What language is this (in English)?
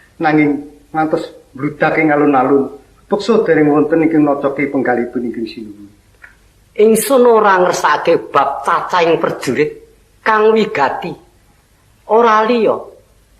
Javanese